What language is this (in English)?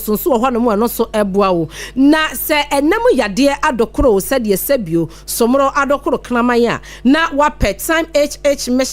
Akan